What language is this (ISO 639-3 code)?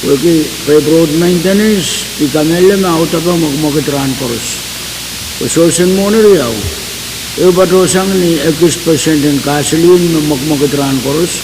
pon